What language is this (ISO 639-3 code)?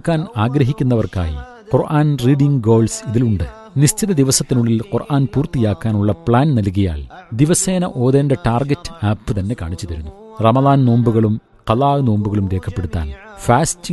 mal